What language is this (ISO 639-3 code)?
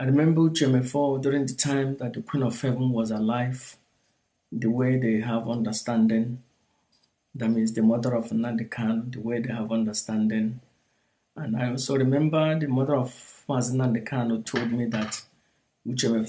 ibo